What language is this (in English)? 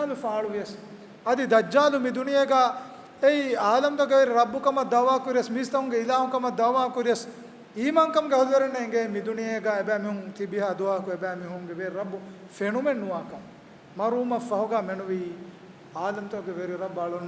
Divehi